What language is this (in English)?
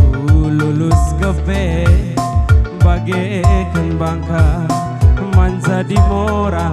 Batak Karo